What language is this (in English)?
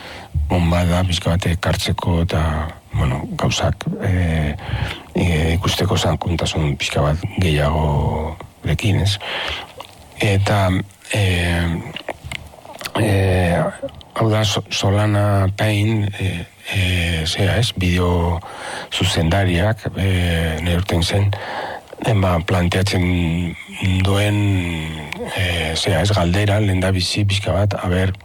Basque